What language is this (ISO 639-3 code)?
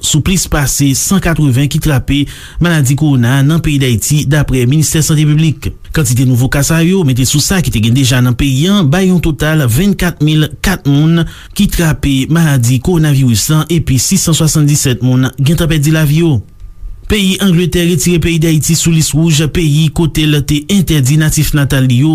hat